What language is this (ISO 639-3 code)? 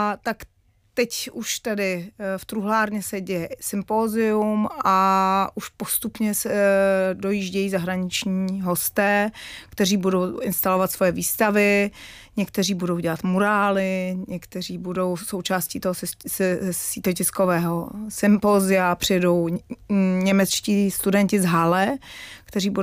ces